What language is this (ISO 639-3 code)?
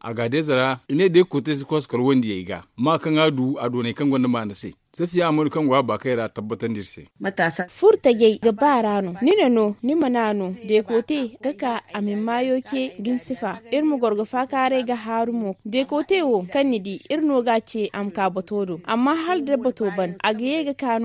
dje